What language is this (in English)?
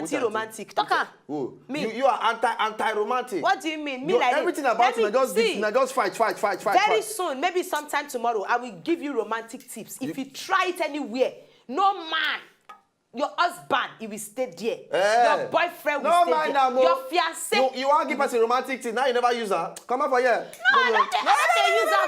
Nigerian Pidgin